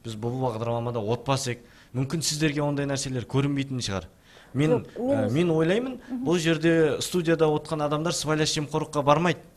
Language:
Kazakh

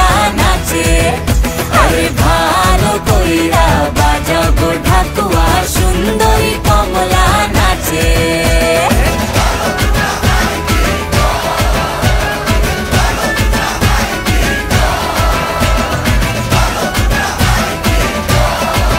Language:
Bangla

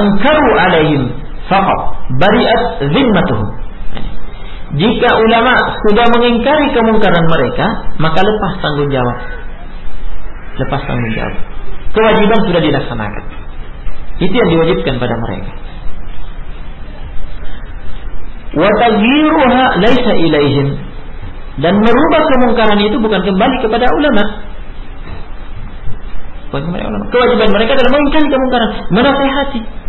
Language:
Indonesian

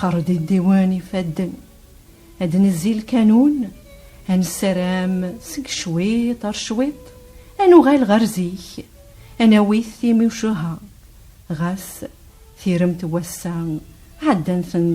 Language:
Kabyle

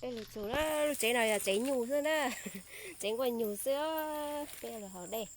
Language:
Hmong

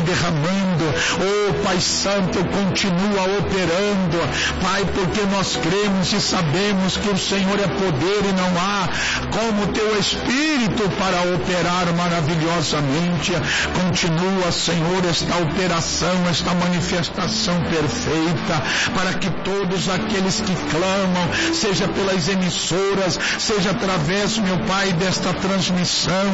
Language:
Portuguese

